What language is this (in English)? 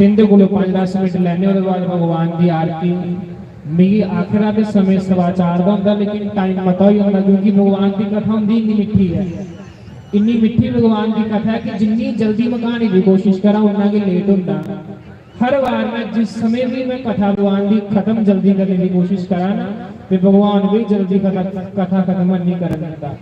Dogri